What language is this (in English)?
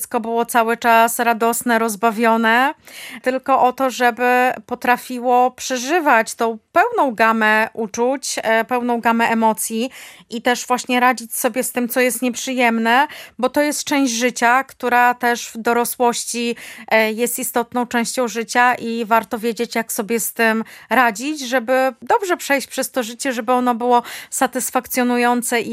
Polish